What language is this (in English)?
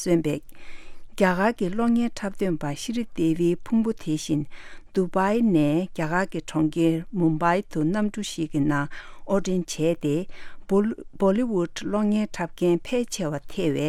Tibetan